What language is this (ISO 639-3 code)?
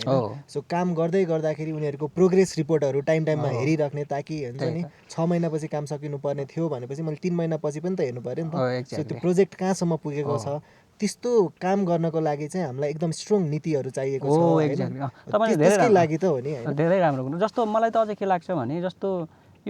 nep